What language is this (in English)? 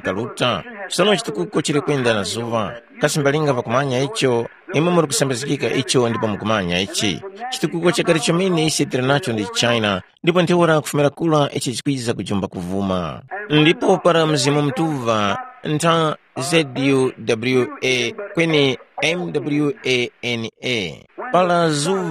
Tumbuka